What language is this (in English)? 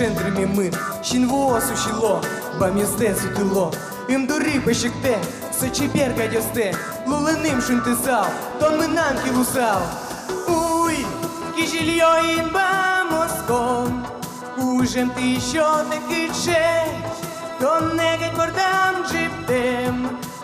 Udmurt